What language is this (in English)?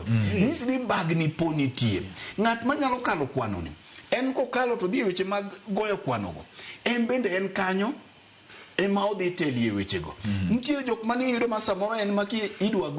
Luo (Kenya and Tanzania)